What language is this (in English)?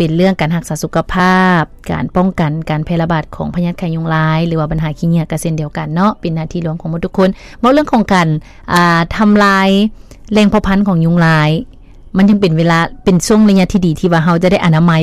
Lao